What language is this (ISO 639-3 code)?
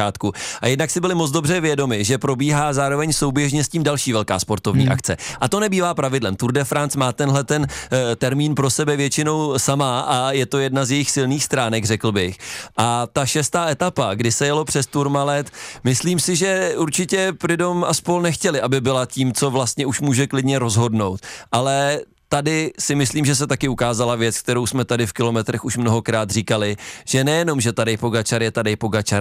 ces